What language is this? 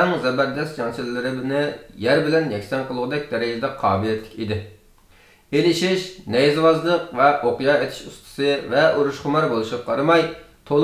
Uyghur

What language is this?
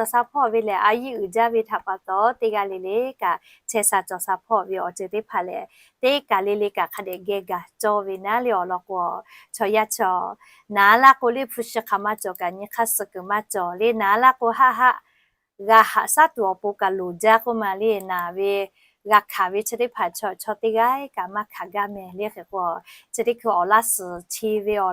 Lahu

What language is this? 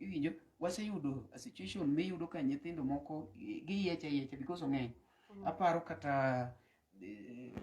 Luo (Kenya and Tanzania)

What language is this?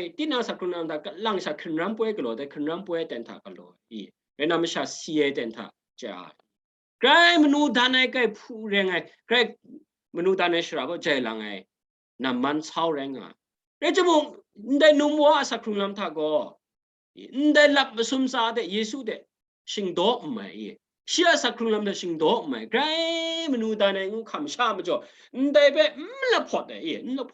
Kachin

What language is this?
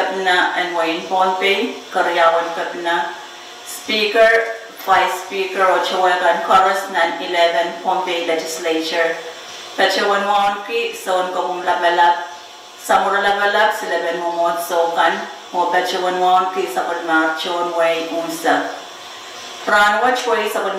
Pohnpeian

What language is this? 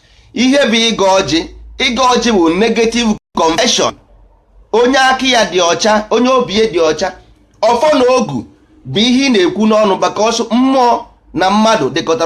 Igbo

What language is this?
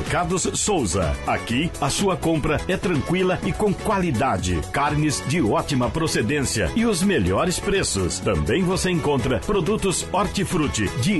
Portuguese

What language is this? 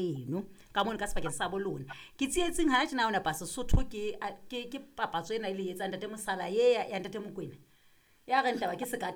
Southern Sotho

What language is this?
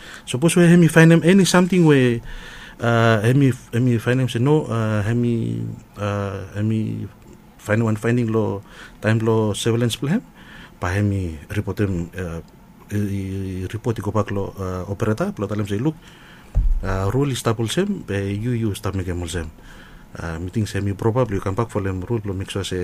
Bislama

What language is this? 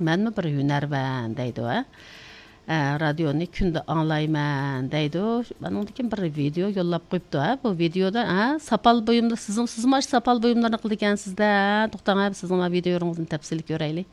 Uyghur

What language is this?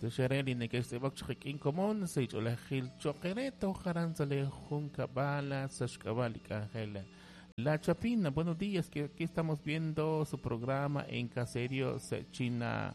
Kekchí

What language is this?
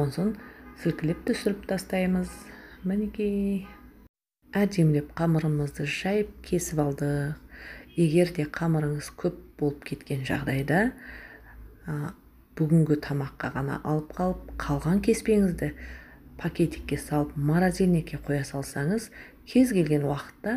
Kazakh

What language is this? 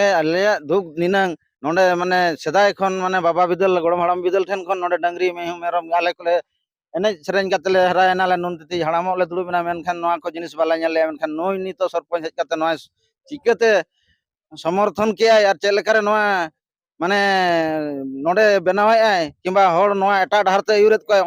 Santali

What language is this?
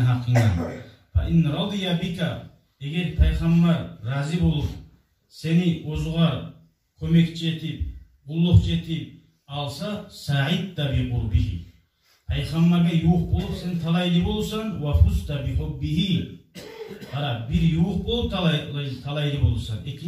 Kumyk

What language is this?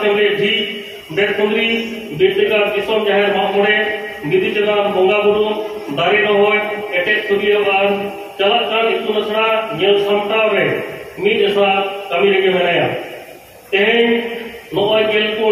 Santali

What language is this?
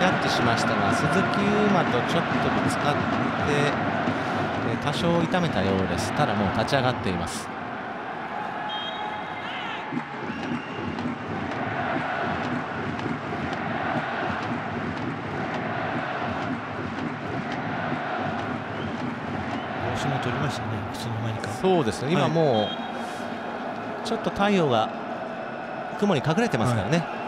Japanese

